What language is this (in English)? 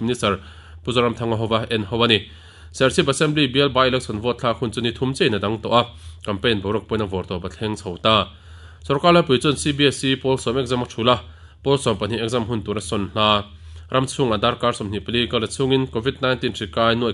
Mizo